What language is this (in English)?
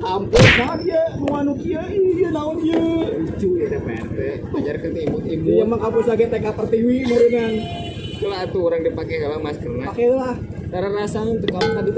Sundanese